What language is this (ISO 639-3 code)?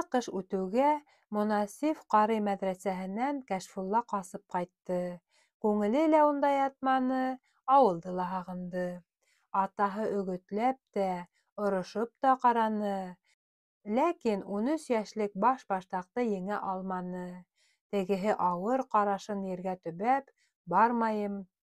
bak